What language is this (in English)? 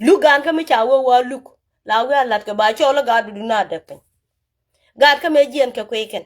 Nuer